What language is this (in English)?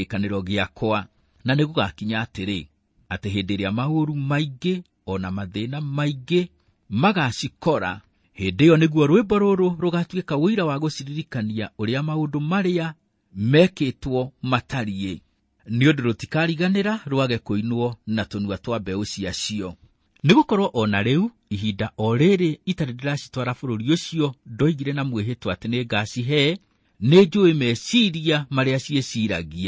Kikuyu